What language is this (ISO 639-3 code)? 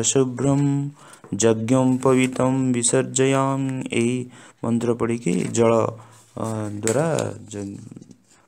ori